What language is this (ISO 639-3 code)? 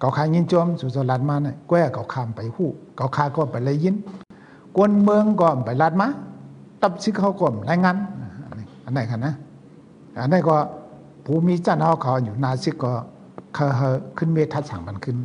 shn